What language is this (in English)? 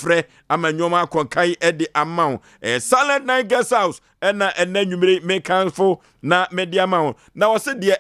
Akan